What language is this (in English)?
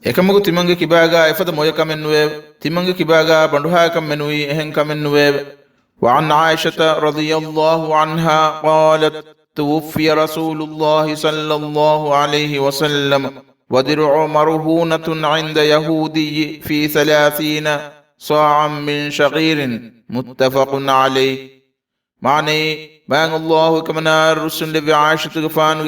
Divehi